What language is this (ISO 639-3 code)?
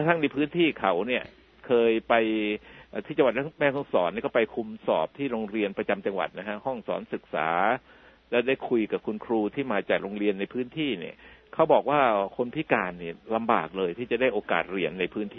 tha